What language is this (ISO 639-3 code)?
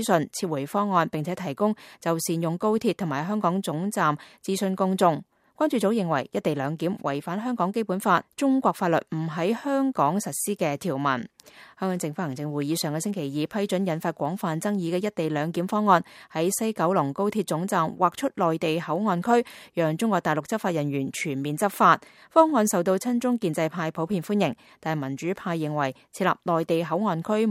yue